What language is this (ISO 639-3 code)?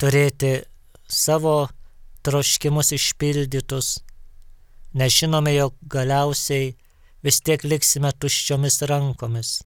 lit